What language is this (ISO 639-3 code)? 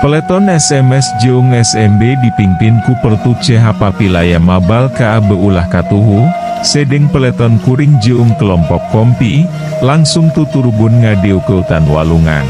sun